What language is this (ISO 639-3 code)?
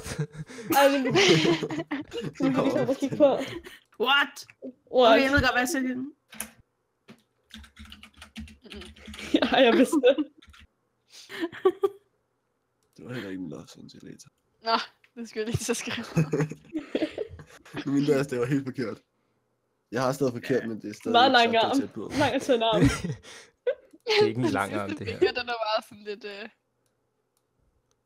dan